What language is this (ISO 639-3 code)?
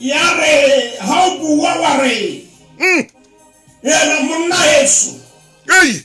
sot